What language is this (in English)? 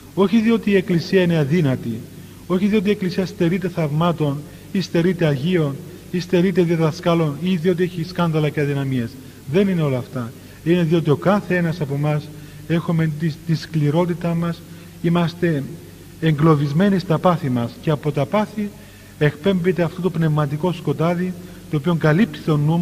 Greek